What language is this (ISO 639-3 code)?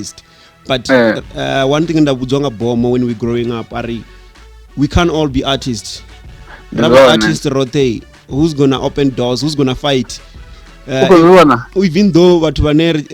ven